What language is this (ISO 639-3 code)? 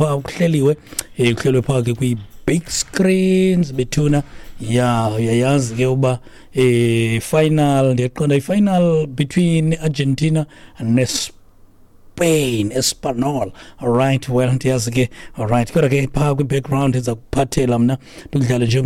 xho